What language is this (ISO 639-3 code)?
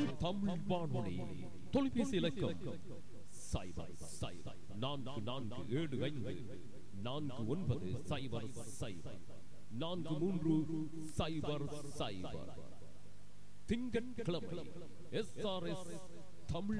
tam